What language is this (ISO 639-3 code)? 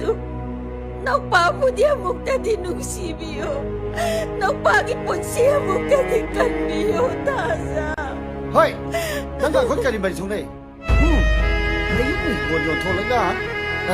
mni